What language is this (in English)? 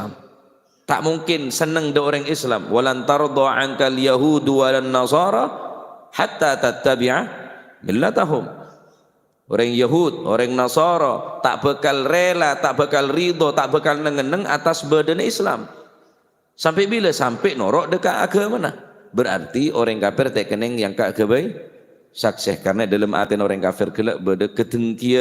Madurese